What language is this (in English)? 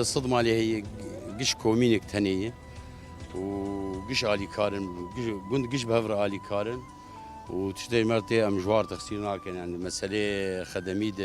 Kurdish